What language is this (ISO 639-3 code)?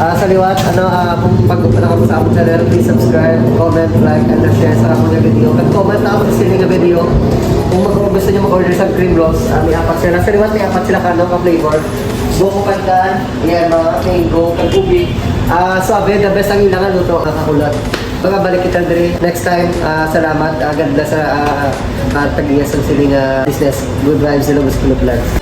hil